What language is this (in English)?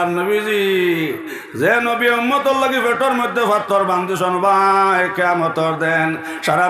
Sylheti